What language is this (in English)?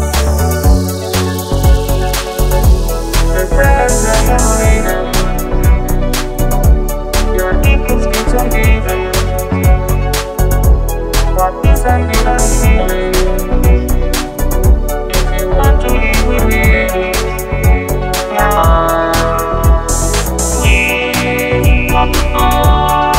Swahili